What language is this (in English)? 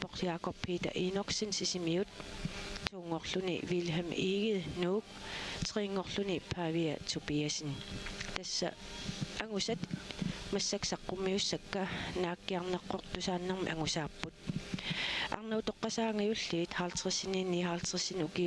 Kalaallisut